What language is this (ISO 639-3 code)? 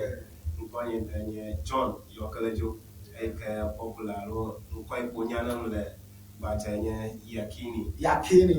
ewe